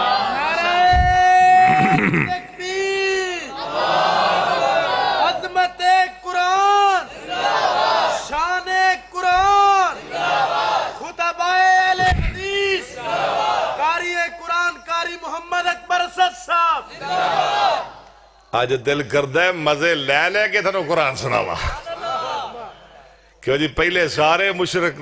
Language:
Western Panjabi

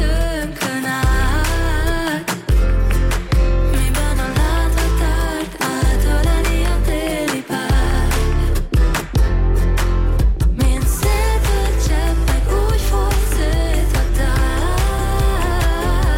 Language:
Hungarian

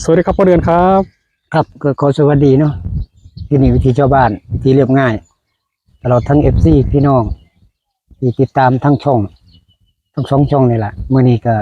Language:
Northeastern Thai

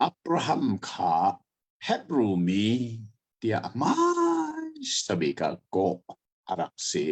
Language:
Hakha Chin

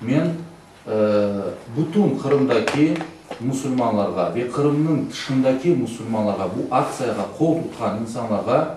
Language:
Crimean Tatar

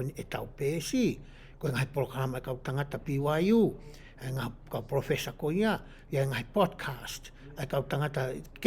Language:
Tongan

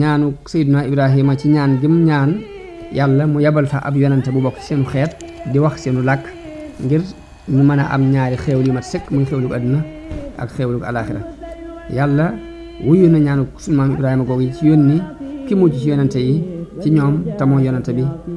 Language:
Wolof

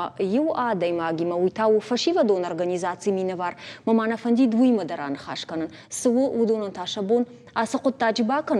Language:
Ossetic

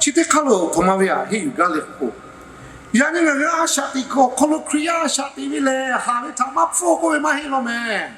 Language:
Lahu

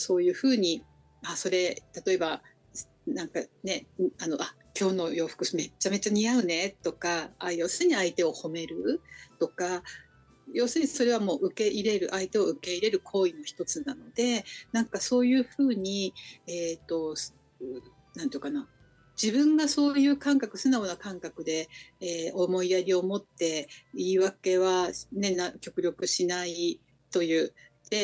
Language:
Japanese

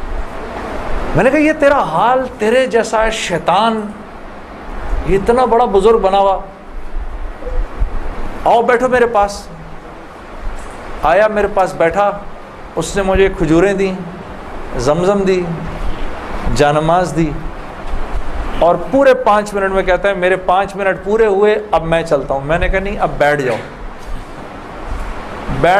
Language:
Urdu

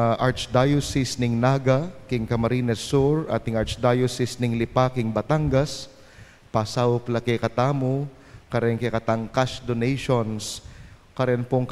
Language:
Pampanga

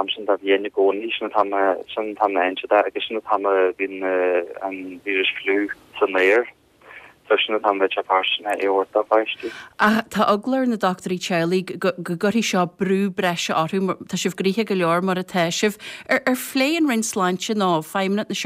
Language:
Irish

